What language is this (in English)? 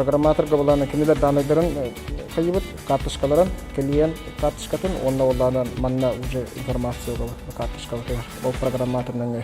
Yakut